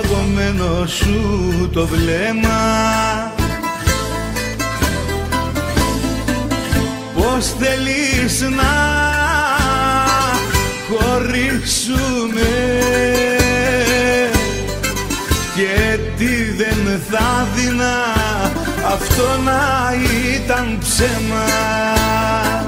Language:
Greek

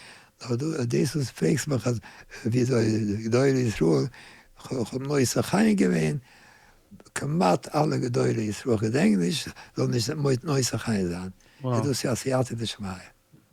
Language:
Yiddish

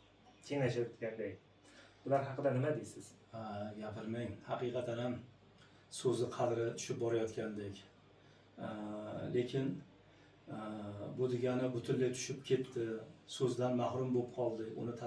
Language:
Uzbek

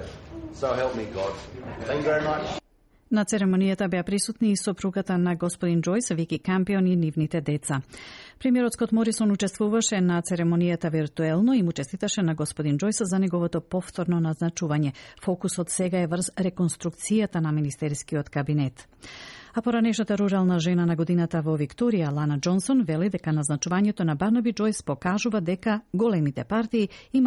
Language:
Macedonian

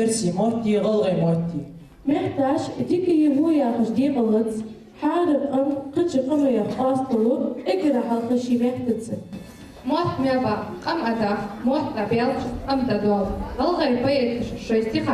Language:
Ingush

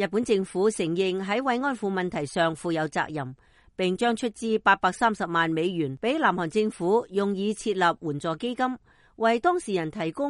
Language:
Cantonese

